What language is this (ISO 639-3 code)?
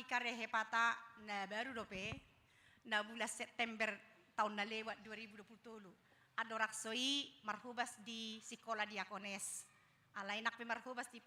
bbc